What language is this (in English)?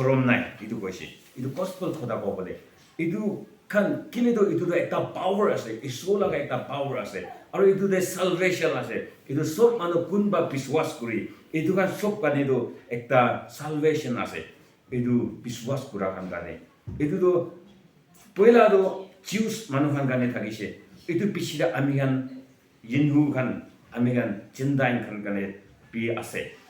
Naga Pidgin